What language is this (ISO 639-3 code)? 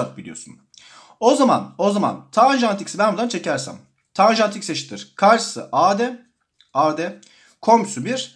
tur